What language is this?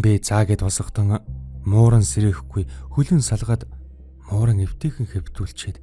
Mongolian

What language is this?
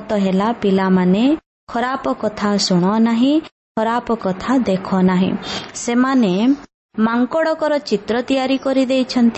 Odia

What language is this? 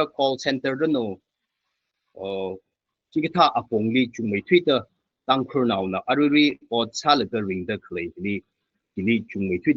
Tangkhul Naga (India)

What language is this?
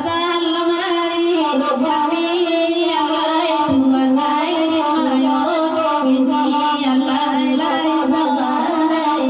Minangkabau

